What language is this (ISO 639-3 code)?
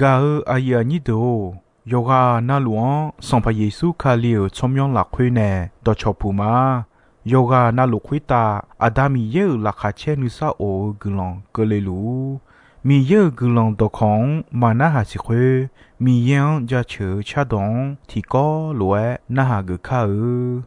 ahk